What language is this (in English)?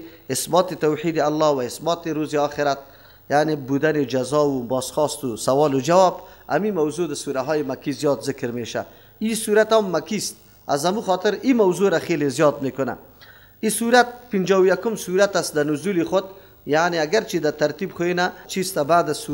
Persian